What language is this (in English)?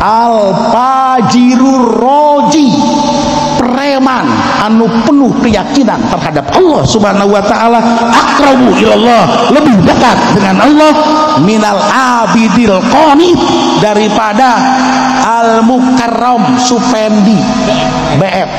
Sundanese